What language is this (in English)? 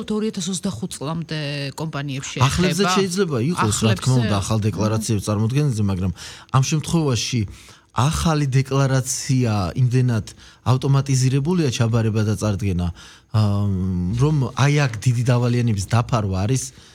Georgian